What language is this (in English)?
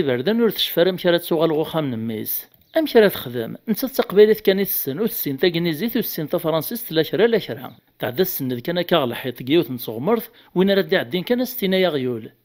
Kabyle